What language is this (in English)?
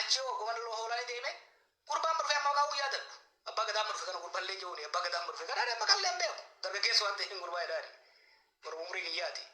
Oromo